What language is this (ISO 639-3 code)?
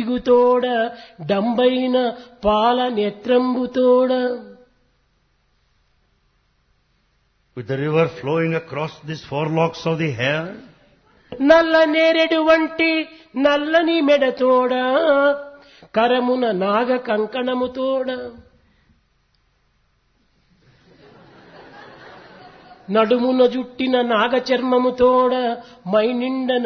tel